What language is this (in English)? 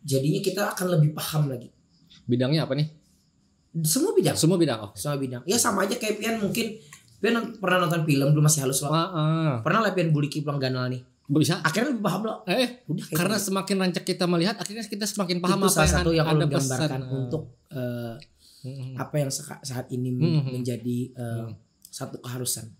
Banjar